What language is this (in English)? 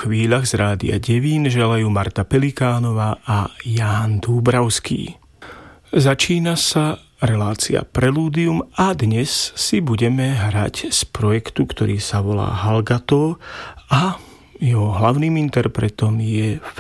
Slovak